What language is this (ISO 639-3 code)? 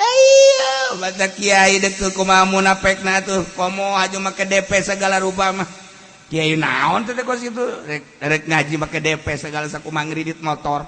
sun